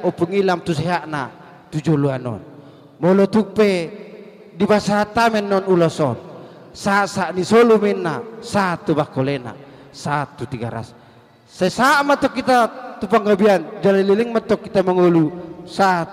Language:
Batak Toba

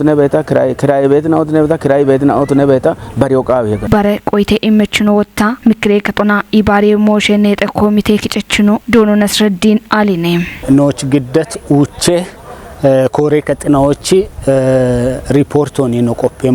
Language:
Kafa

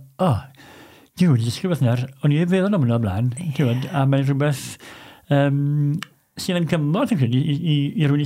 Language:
Welsh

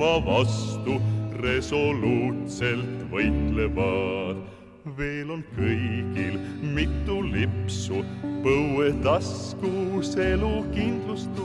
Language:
Estonian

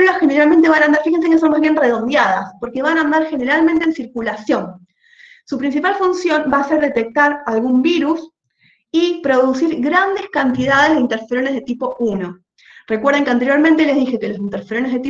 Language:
Spanish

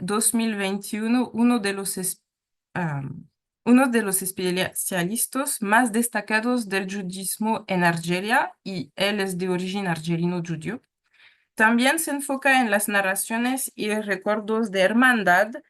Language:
Ladino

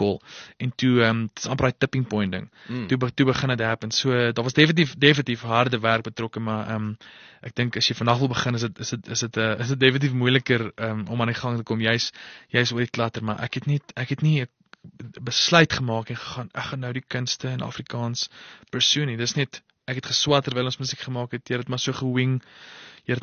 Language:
Afrikaans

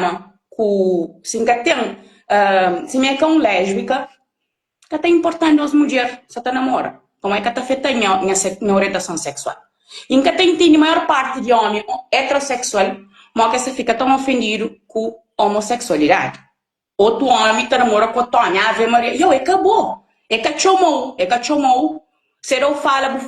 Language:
Kabuverdianu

